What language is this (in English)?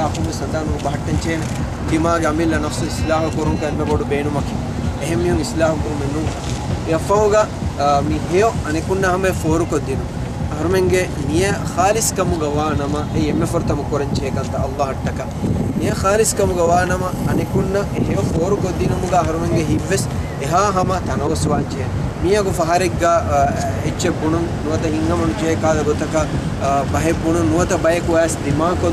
Divehi